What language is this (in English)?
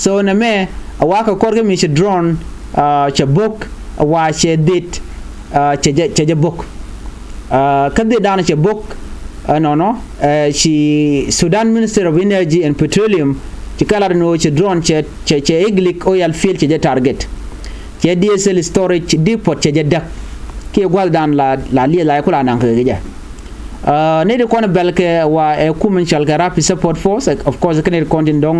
Nuer